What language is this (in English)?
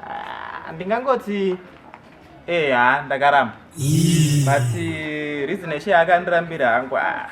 Shona